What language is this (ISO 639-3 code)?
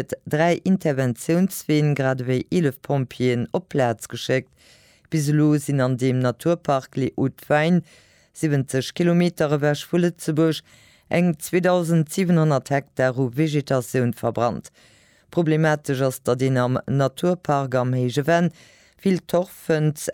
ltz